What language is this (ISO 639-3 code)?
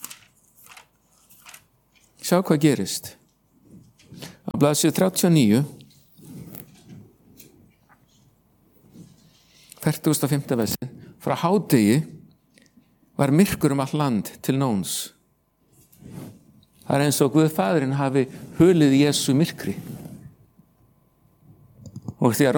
isl